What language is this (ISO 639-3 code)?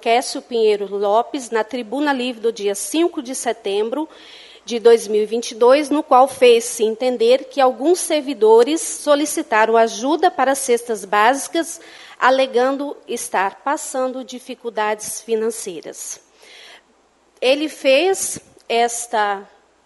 por